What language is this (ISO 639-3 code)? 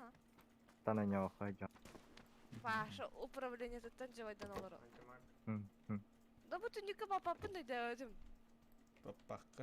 sah